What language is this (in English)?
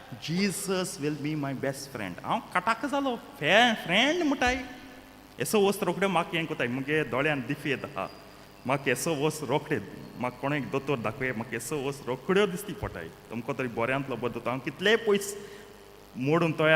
Konkani